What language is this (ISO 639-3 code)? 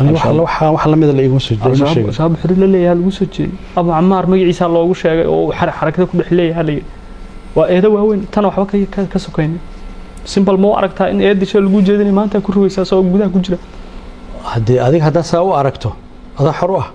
som